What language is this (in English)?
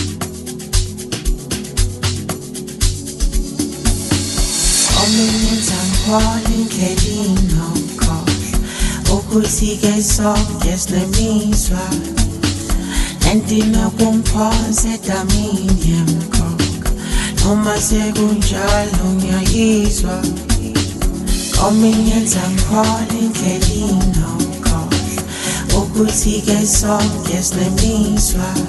Zulu